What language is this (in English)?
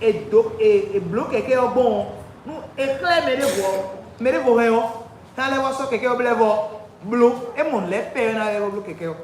Fon